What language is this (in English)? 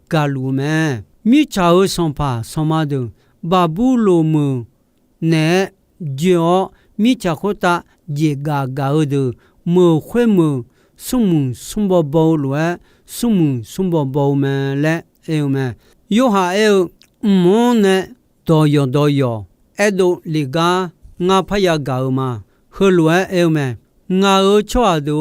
Akha